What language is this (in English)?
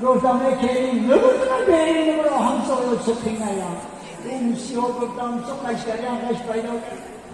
Tajik